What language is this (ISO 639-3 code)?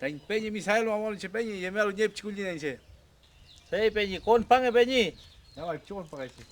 arn